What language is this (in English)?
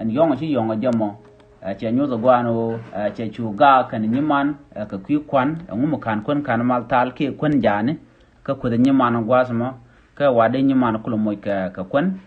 Nuer